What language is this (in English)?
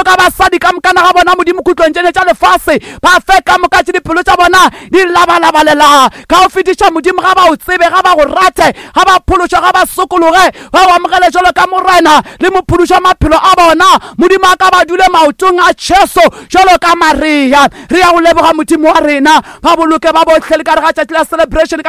Northern Sotho